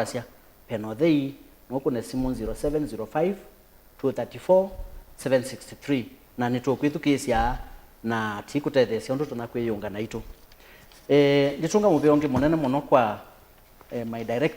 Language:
Kamba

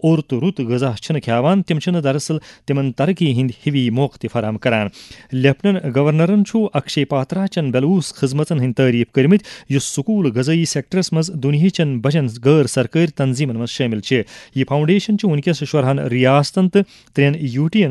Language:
Kashmiri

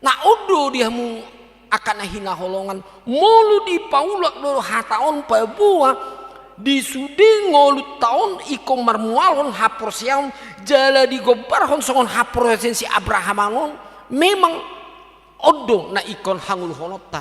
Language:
Batak Toba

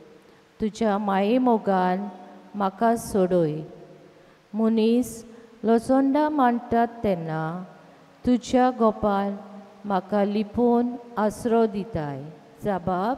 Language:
Konkani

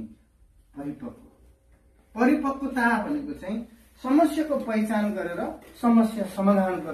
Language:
Nepali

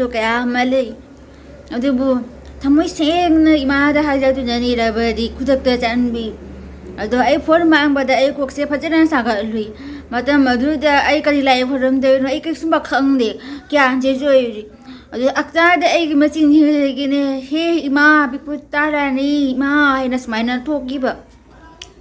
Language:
Manipuri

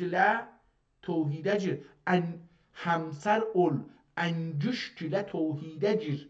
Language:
South Azerbaijani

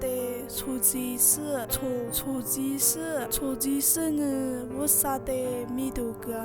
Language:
Lisu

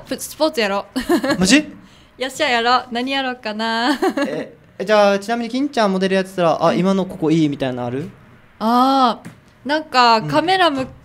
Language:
Japanese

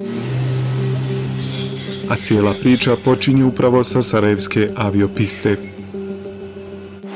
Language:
Bosnian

